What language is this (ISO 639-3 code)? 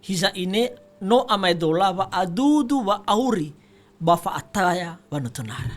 nia